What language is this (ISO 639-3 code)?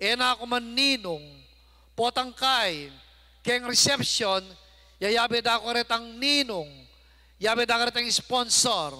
pam